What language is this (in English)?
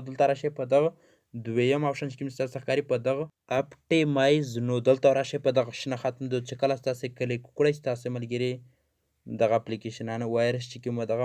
Pashto